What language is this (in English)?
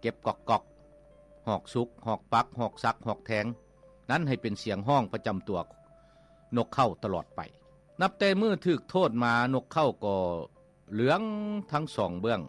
Lao